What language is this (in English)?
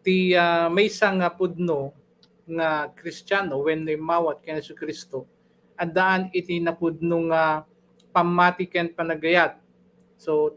Iloko